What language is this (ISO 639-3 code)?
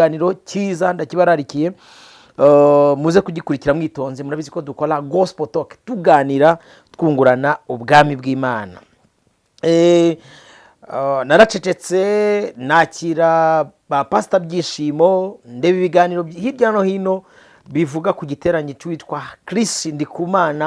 kin